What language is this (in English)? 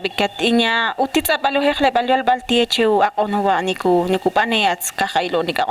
Ixil